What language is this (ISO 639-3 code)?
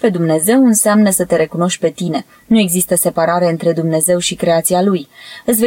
ron